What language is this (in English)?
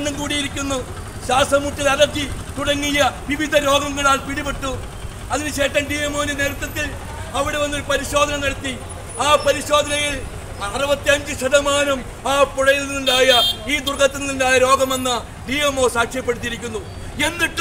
Malayalam